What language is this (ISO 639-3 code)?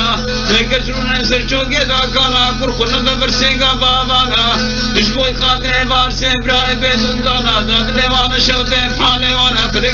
kur